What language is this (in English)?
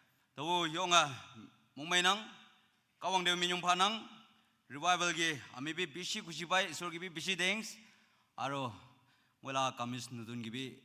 Naga Pidgin